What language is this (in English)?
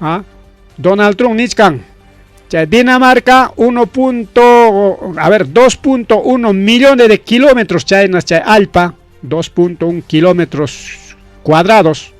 Ayacucho Quechua